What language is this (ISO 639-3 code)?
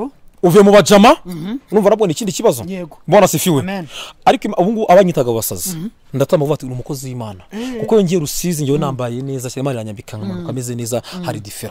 kin